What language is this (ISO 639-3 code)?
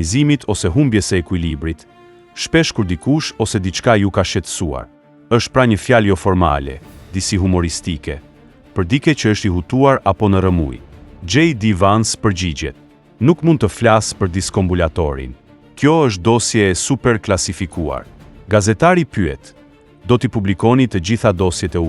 sqi